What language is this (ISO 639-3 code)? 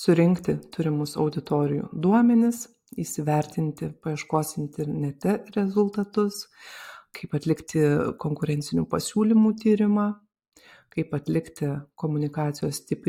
lit